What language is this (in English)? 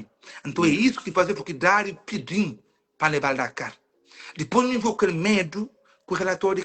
Kabuverdianu